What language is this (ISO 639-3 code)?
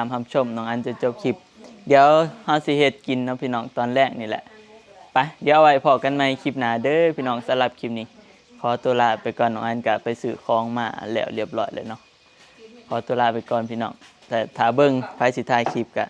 tts